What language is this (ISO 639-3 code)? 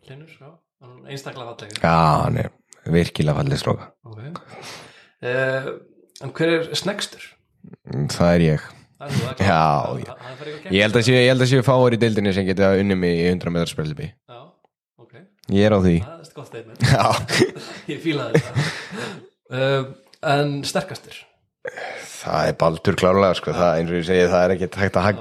isl